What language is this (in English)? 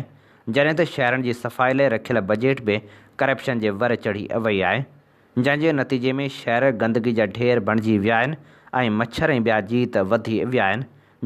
Sindhi